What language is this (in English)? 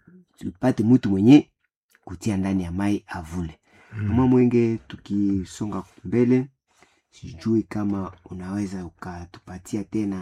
Swahili